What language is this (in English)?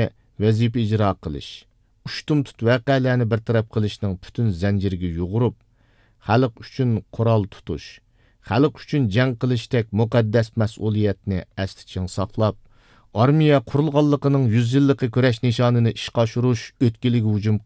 Uyghur